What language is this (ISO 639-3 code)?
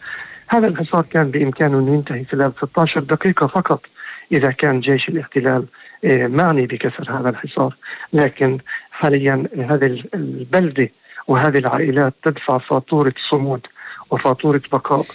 apc